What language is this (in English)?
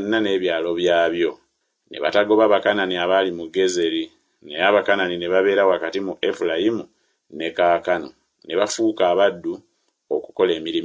Ganda